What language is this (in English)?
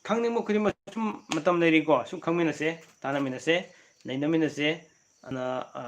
Manipuri